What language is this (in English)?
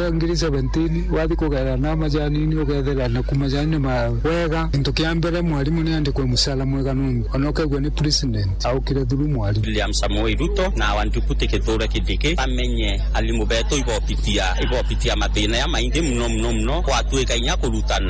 Meru